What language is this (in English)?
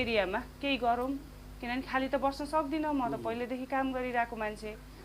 Nepali